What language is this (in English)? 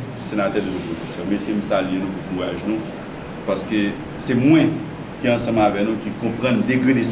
Haitian Creole